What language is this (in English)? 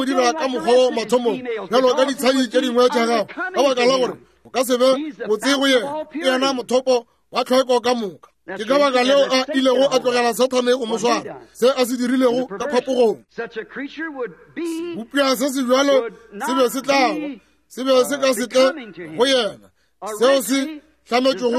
Northern Sotho